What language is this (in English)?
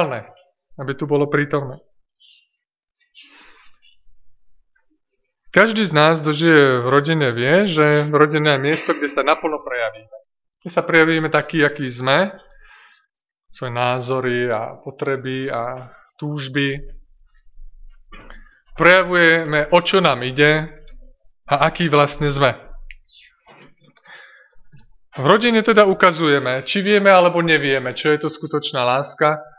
Slovak